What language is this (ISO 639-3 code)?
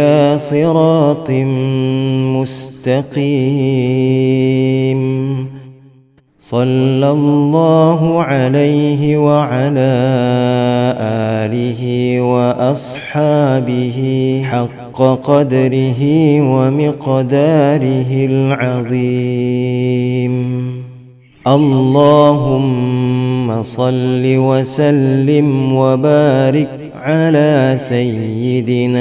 ara